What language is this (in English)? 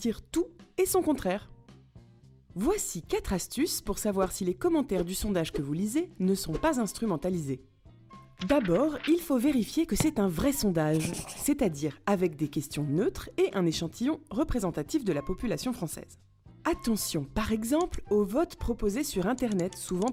French